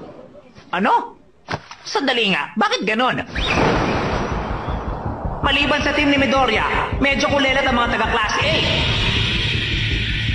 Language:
Filipino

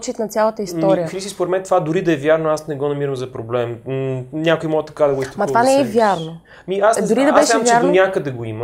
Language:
Bulgarian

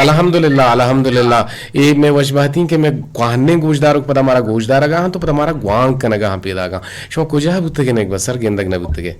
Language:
Eastern Balochi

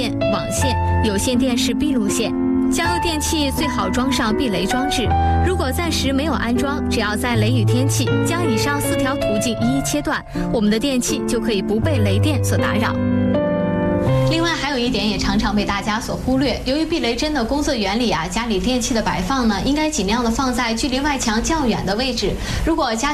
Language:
Chinese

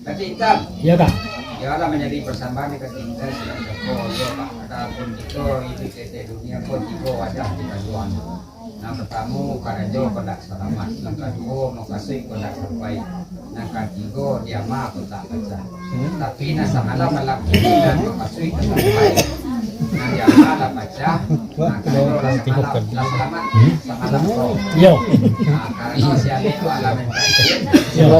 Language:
Minangkabau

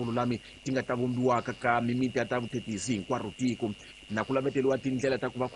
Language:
Tsonga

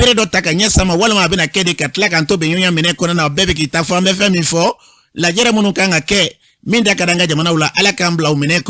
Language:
Bambara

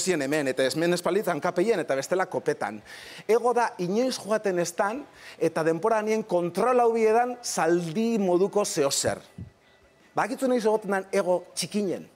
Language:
Basque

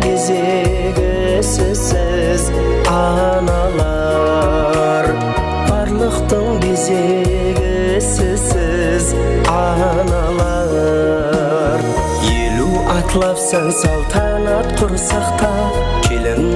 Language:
Kara-Kalpak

